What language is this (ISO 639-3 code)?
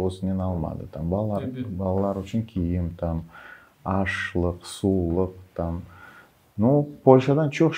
crh